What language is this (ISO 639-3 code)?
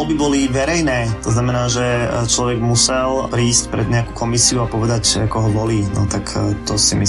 slk